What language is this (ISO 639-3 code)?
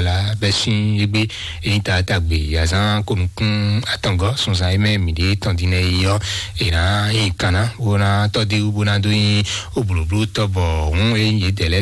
fon